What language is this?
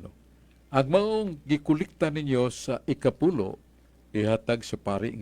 Cebuano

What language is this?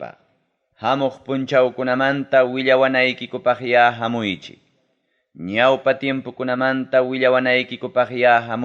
Ayacucho Quechua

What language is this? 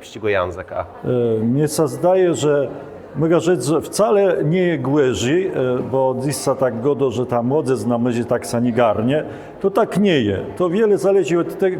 Kashubian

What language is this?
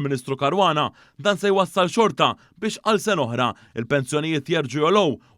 Maltese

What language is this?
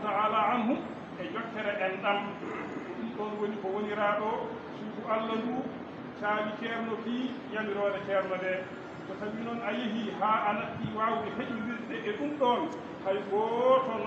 Fula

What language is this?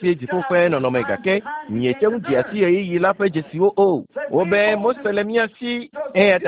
Ewe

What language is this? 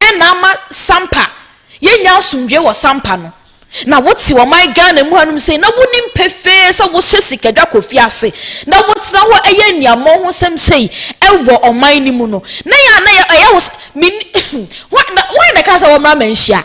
Akan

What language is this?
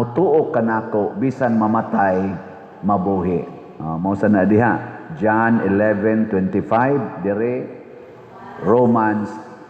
Cebuano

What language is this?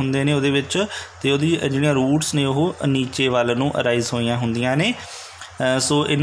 Punjabi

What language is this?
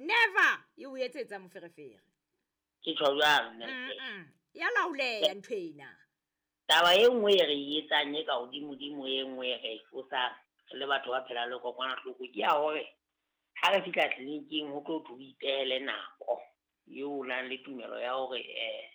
Southern Sotho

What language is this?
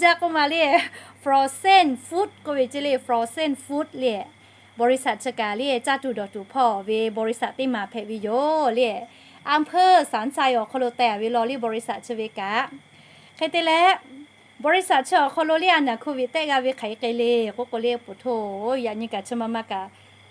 Lahu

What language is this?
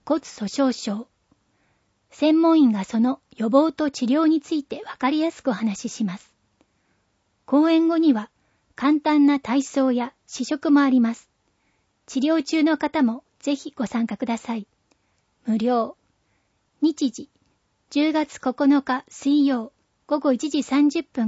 Japanese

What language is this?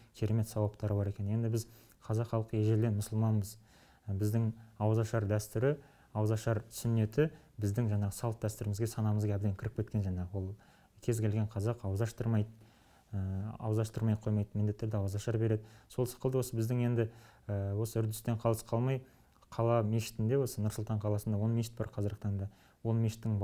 Kazakh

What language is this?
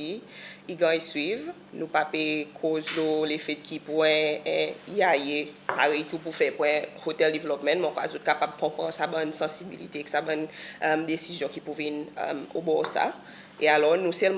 Seselwa Creole French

